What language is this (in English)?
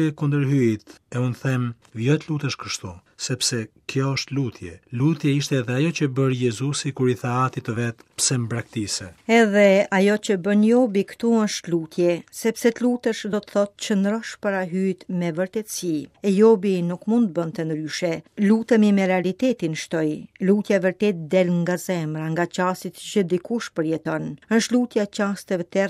Albanian